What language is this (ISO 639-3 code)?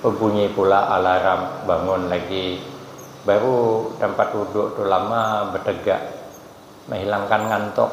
bjn